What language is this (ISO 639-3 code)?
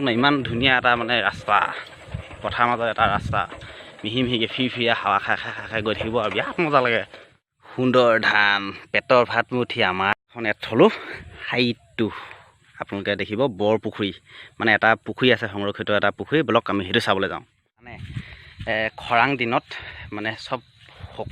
asm